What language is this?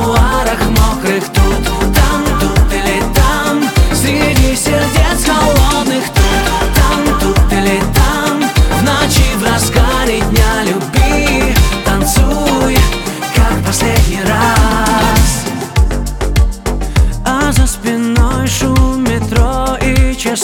Russian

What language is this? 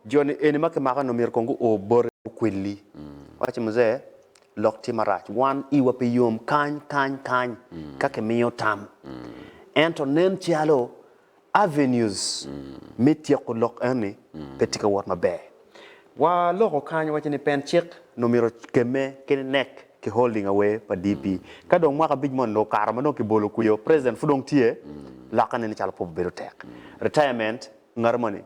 Acoli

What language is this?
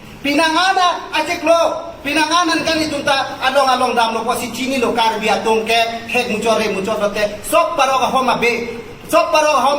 Karbi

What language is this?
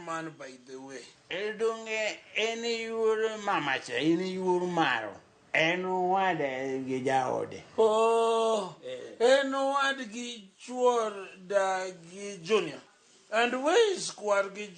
Luo (Kenya and Tanzania)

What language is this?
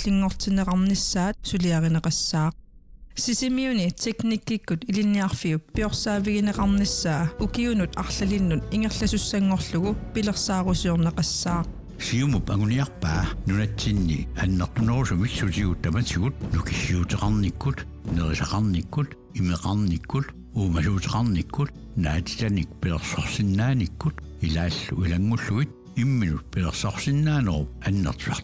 Kalaallisut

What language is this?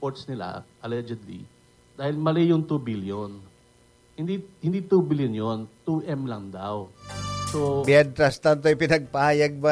Bikol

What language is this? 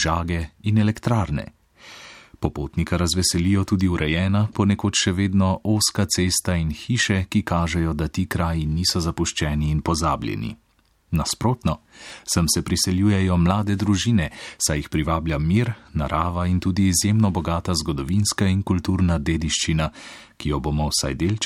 Slovenian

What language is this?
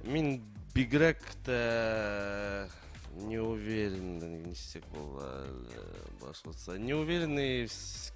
Bashkir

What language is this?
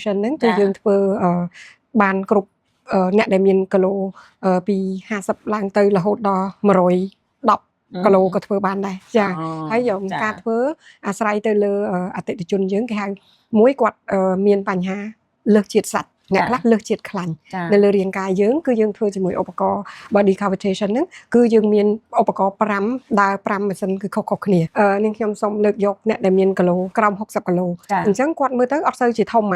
Khmer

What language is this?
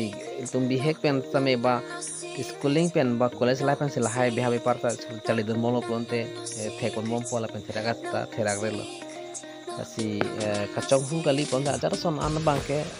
Karbi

